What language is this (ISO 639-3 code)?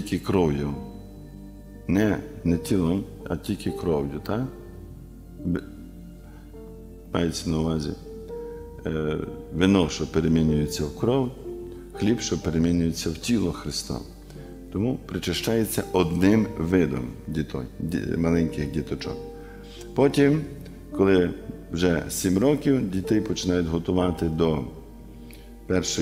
ukr